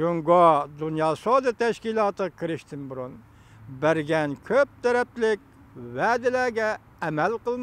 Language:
Uyghur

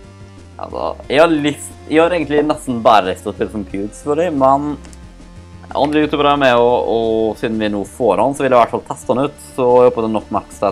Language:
Norwegian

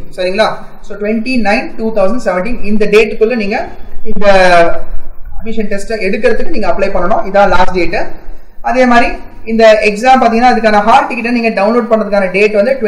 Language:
Tamil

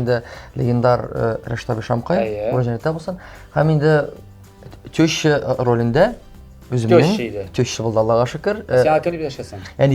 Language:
Tatar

